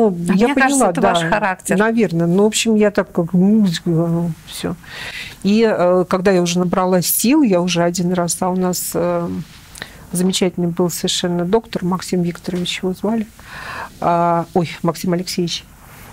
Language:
Russian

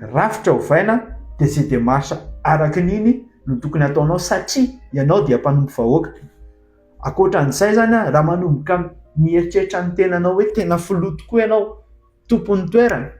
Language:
Malagasy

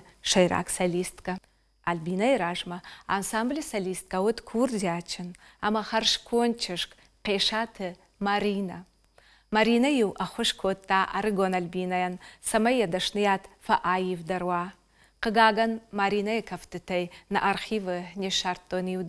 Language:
Ossetic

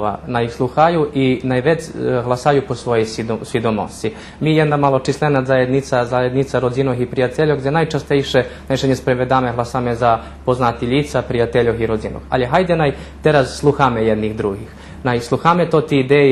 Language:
Rusyn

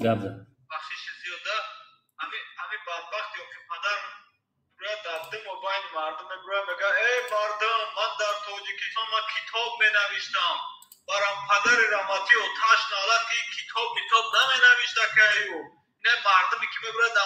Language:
Tajik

